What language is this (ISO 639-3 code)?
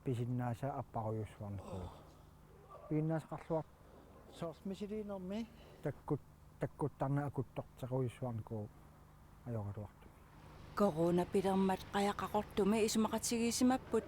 kal